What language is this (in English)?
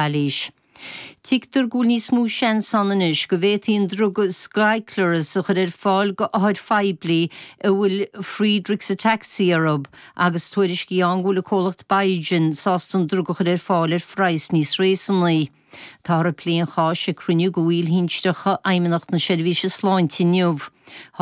Irish